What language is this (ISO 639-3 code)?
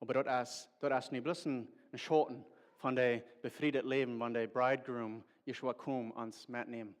pdt